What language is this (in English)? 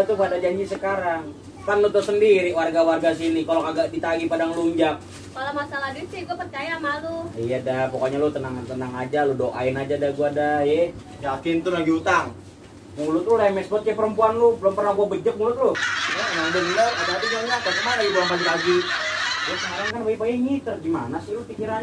Betawi